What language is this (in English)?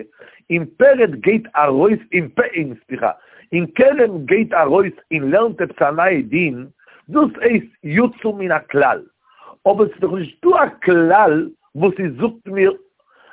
Yiddish